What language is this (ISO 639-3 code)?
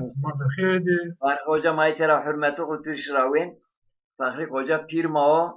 zza